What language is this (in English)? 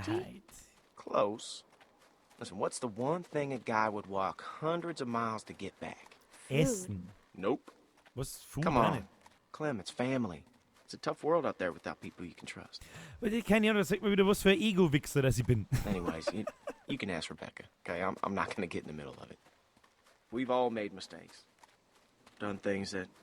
Bavarian